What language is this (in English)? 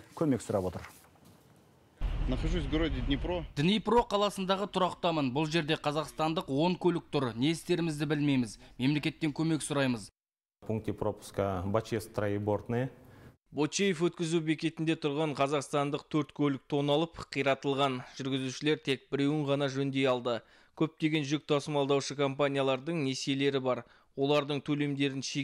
Kazakh